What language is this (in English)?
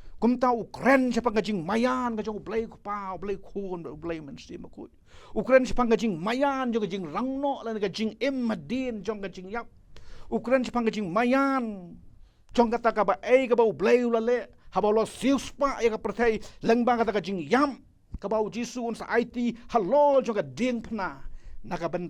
Khasi